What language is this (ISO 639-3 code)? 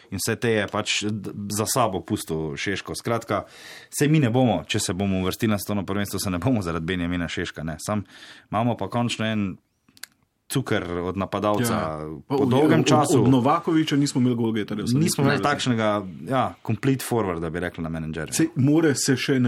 slv